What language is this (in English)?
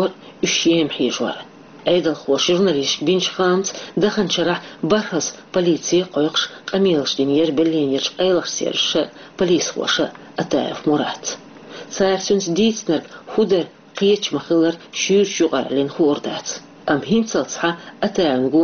Chechen